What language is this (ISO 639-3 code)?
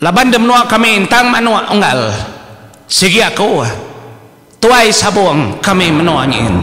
iba